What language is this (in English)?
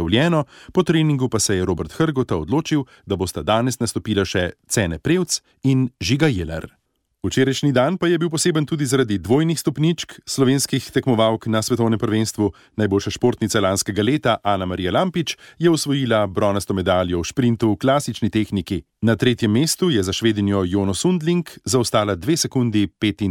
Slovenian